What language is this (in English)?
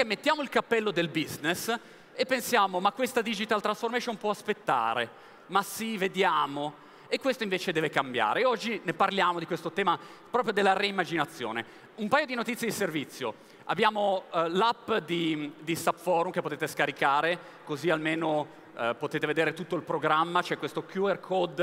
Italian